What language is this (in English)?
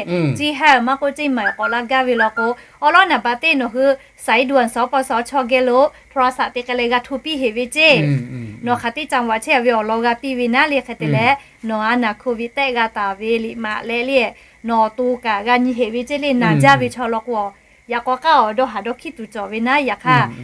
Lahu